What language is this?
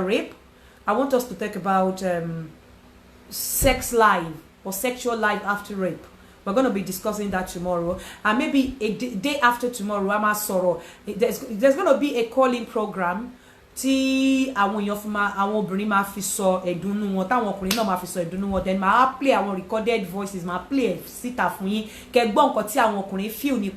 Yoruba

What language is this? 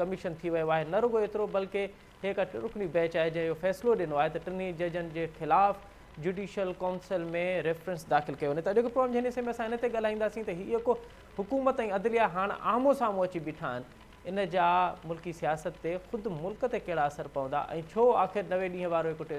Sindhi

